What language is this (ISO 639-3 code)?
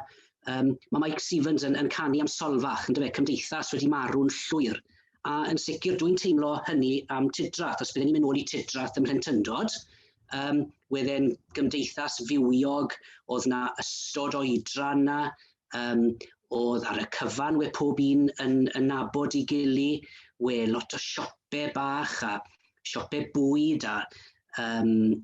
cym